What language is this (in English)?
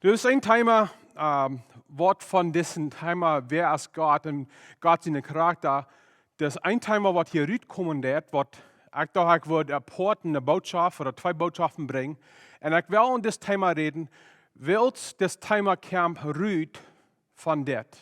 Plautdietsch